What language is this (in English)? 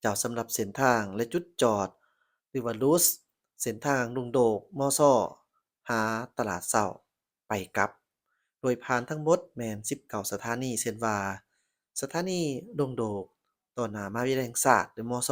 Lao